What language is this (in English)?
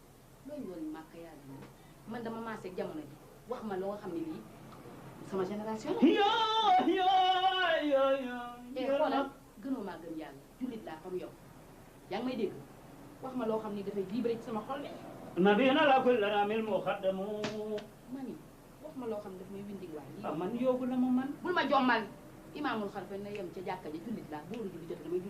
Wolof